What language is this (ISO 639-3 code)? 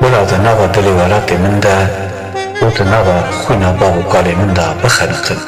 kur